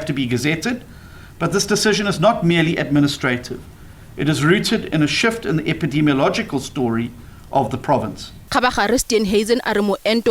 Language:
Tswana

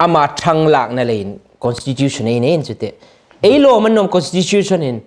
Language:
Hmar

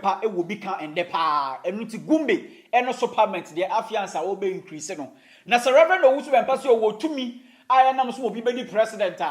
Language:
Akan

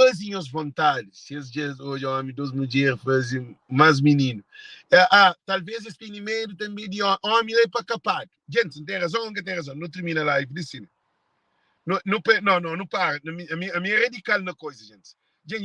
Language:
Kabuverdianu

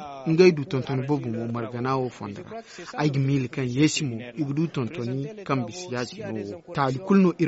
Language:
Zarma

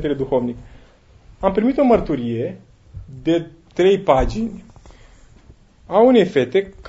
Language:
Romanian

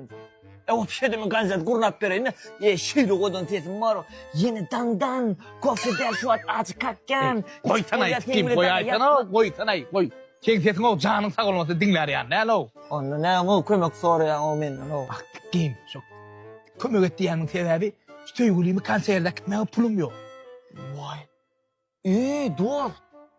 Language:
Turkmen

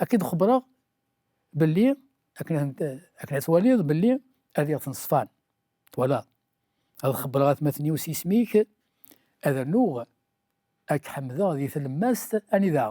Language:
Kabyle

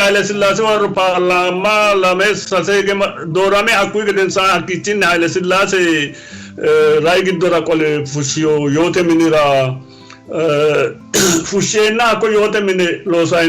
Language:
Sidamo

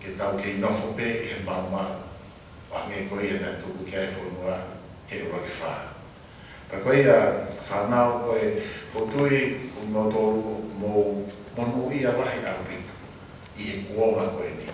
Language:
Tongan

